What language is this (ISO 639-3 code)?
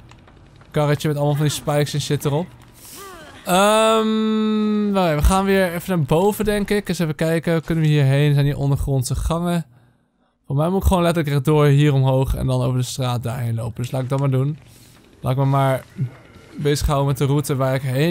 nld